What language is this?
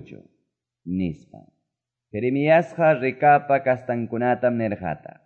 Quechua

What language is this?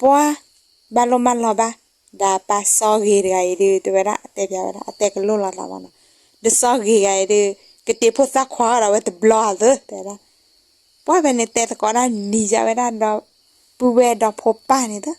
S'gaw Karen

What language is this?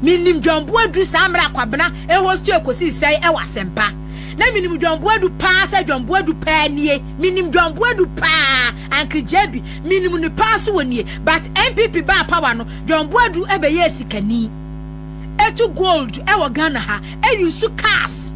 Akan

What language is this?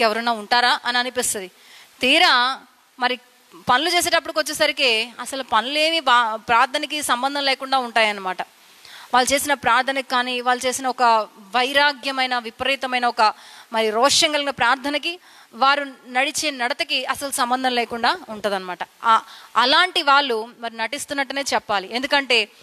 Telugu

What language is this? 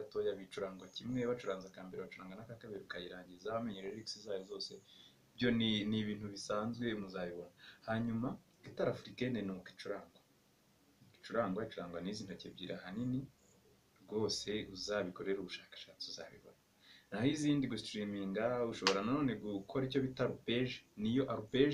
Kinyarwanda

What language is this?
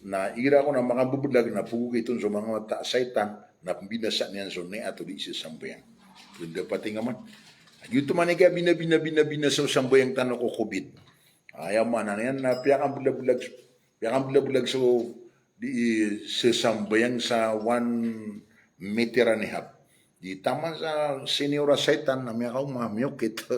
Maranao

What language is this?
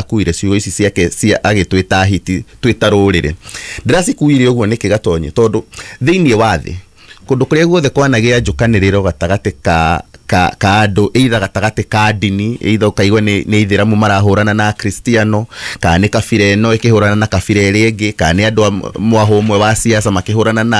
Kikuyu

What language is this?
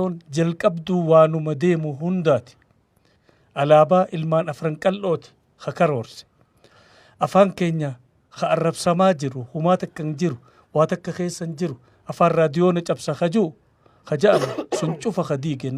Oromo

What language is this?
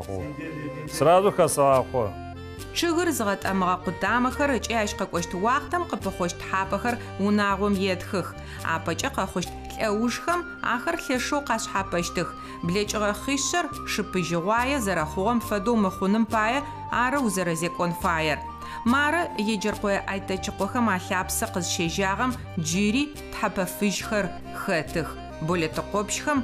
Adyghe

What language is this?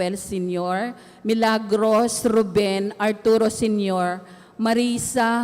Pampanga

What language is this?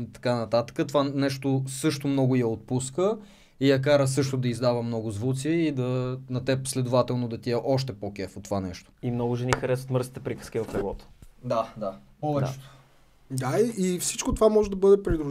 Bulgarian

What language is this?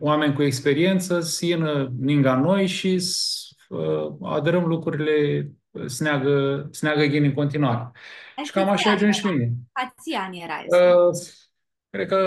Aromanian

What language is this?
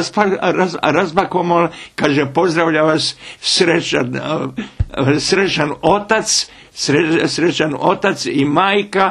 Bosnian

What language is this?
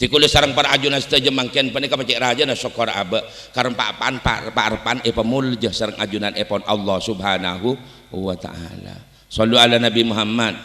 Madurese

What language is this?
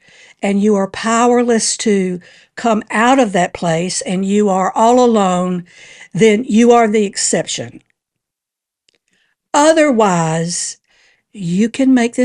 English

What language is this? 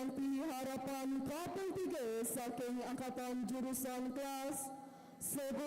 Balinese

